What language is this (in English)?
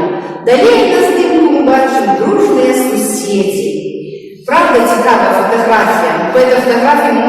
Belarusian